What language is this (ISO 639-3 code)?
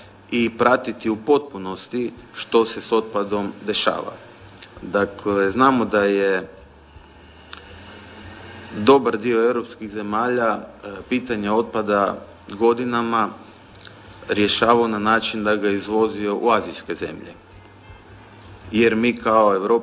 hrv